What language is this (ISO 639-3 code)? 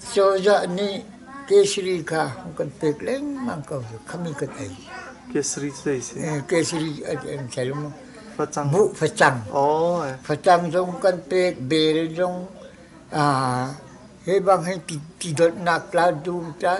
cnh